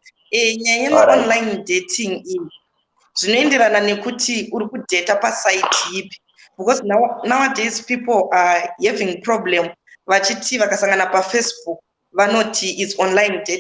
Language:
Shona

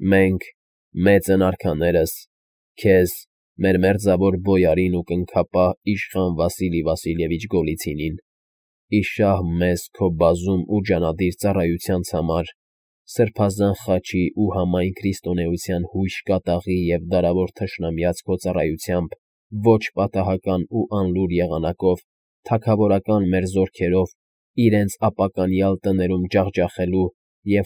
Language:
Armenian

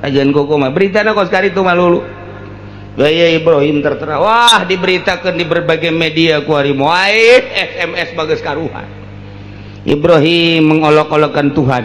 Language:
Sundanese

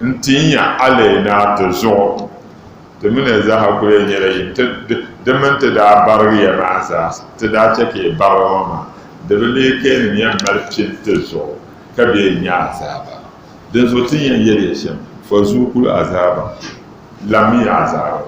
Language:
Dagbani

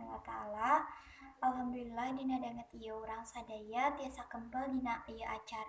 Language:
Sundanese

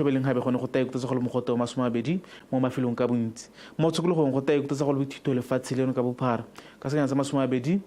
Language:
Tswana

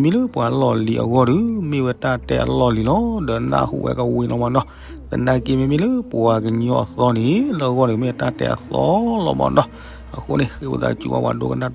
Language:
S'gaw Karen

